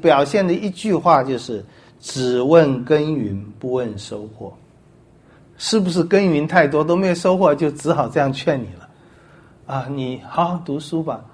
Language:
Chinese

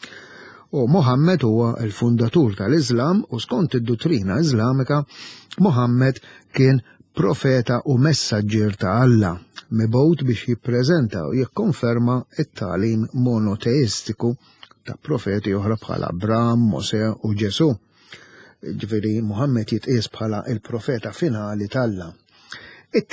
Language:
Maltese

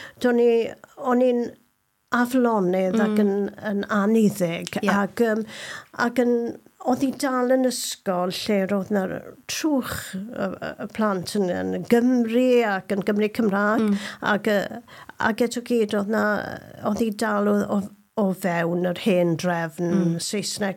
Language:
Welsh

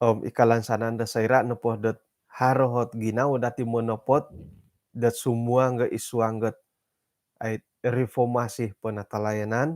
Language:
Central Dusun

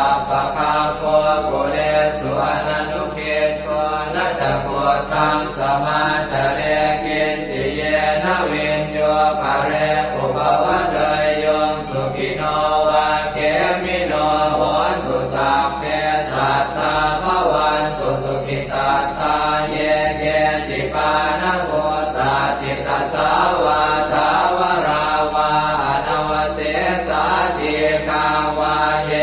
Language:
Pali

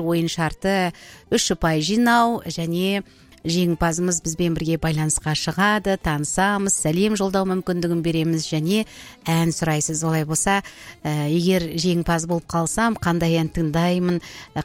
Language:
Kazakh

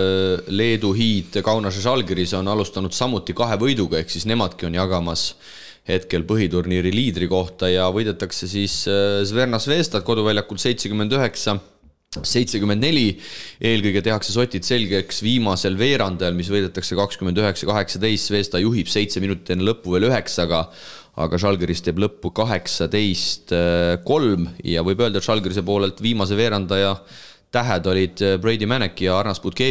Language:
Estonian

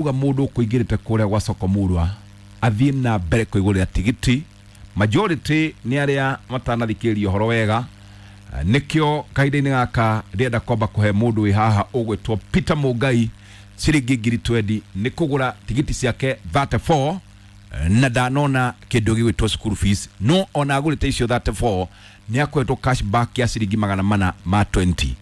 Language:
Kikuyu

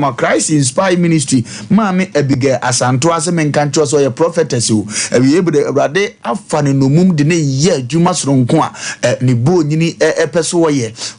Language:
Akan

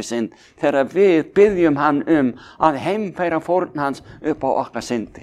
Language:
Icelandic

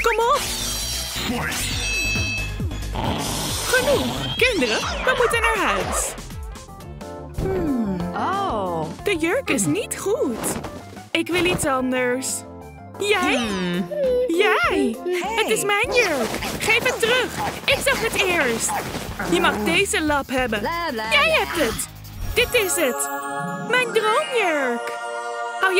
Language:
Dutch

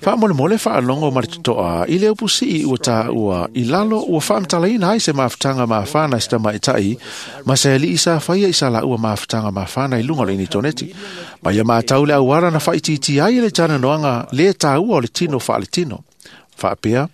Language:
Samoan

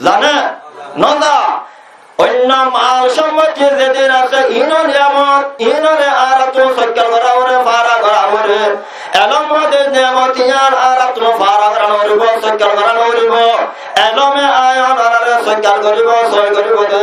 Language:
Rohingya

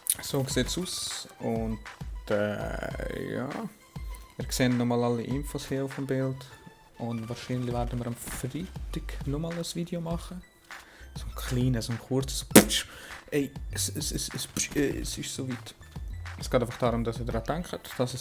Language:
Swiss German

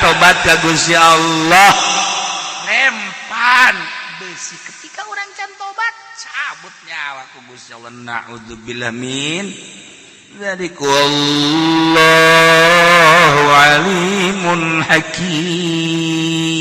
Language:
Sundanese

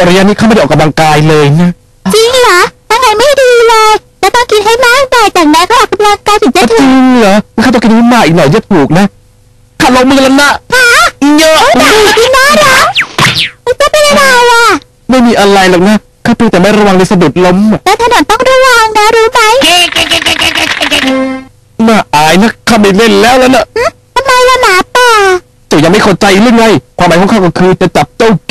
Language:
Thai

